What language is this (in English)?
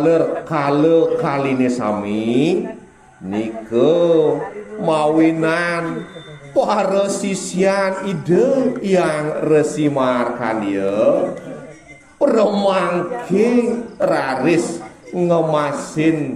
Balinese